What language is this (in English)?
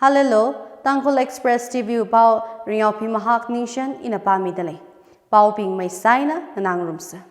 Tangkhul Naga (India)